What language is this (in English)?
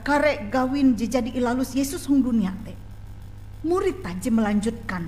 Ngaju